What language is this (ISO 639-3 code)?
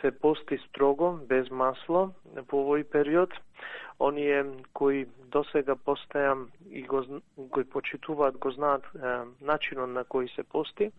mkd